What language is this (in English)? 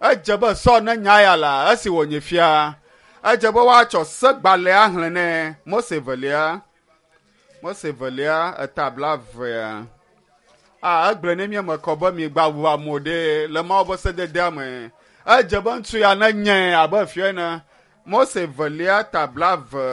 Ewe